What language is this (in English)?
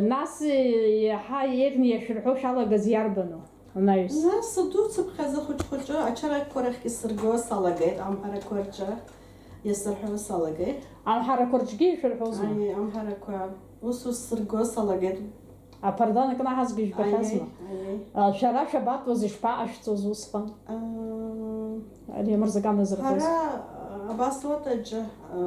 Abkhazian